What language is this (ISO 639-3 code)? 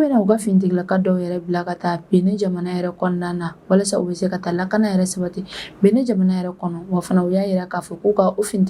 bam